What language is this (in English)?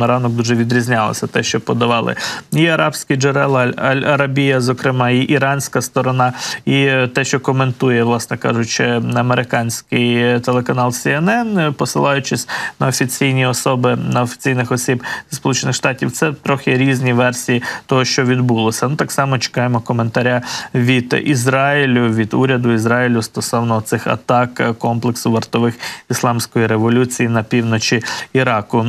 Ukrainian